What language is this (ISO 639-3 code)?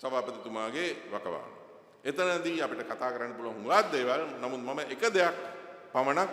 sin